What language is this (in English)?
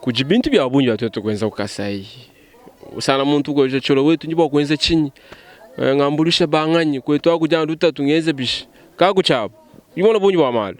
Luba-Lulua